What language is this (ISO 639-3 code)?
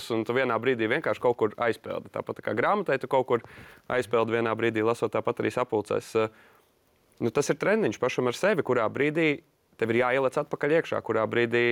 lav